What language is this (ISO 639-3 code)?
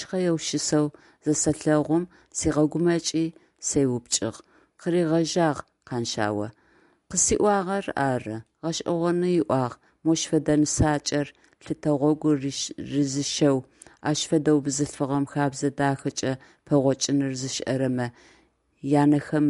ady